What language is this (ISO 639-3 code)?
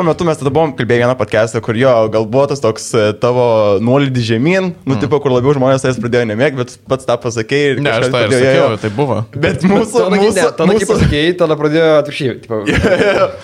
lit